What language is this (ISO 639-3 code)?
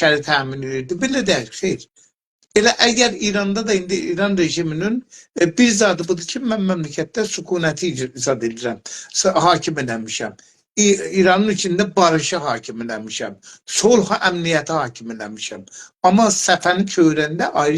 azb